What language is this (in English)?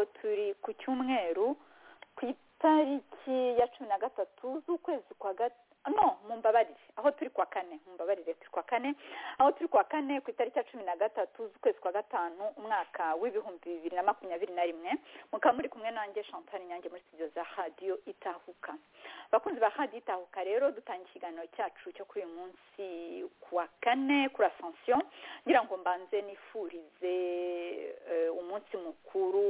Kinyarwanda